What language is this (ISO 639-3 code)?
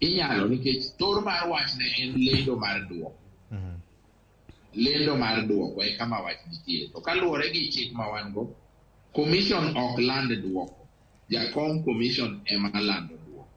luo